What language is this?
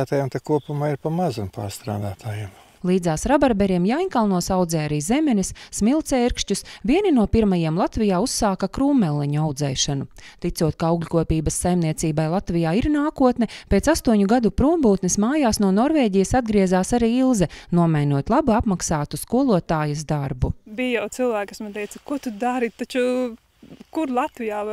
Latvian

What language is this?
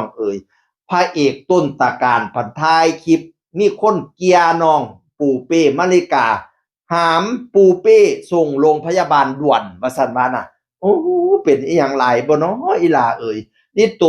Northeastern Thai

